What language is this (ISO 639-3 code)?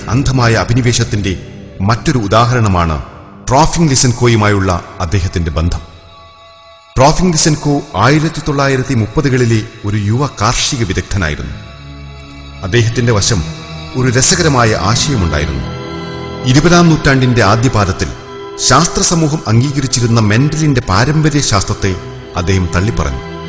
mal